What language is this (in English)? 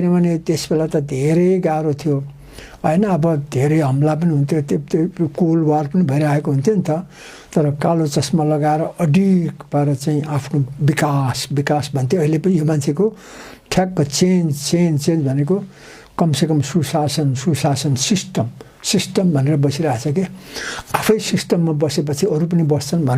Nepali